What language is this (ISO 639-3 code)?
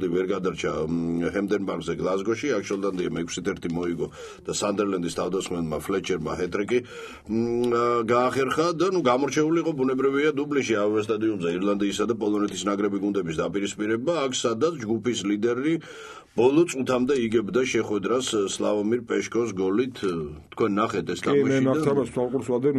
kat